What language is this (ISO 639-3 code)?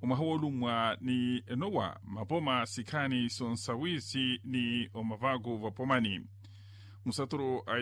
vmw